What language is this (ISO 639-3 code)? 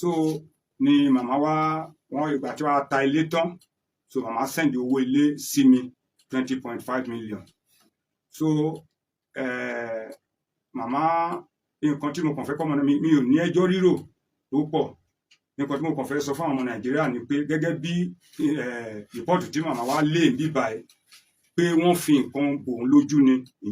yor